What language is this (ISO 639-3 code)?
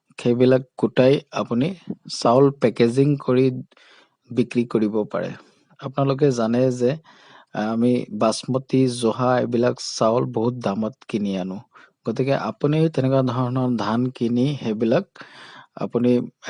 asm